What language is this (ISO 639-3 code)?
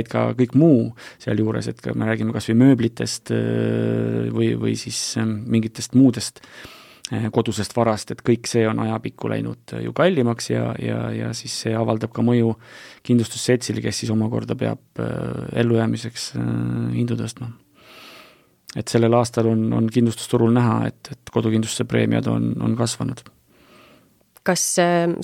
est